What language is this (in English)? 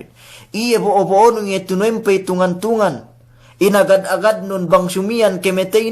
Yakan